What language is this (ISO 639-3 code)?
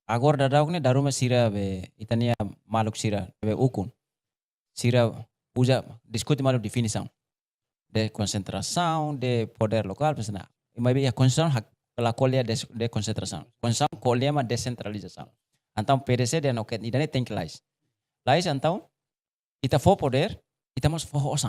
tet